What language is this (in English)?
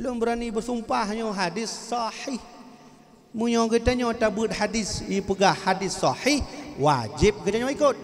Achinese